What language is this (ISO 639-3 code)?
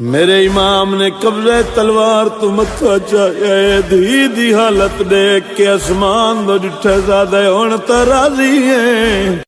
skr